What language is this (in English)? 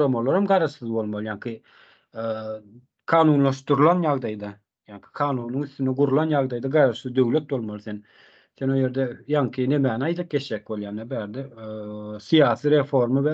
Turkmen